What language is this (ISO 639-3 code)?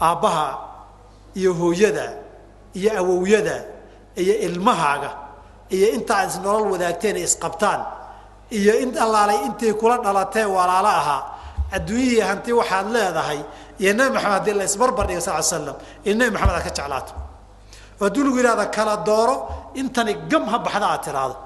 som